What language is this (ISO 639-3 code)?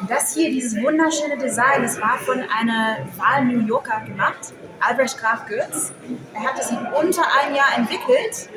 bar